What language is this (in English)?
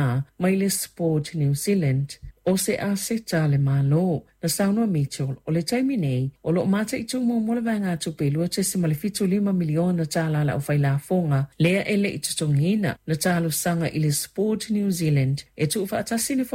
Samoan